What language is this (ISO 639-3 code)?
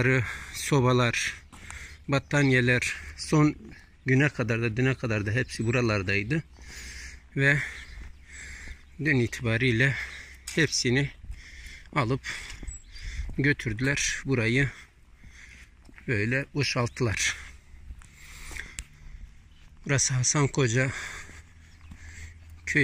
tur